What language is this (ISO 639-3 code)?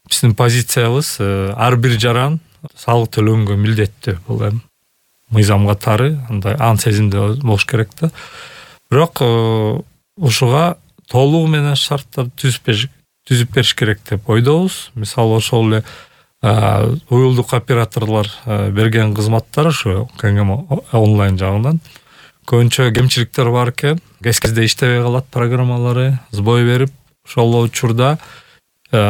kir